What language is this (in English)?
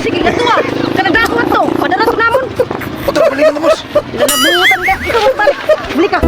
Waray